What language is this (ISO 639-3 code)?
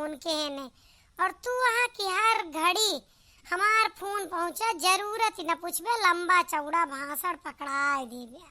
awa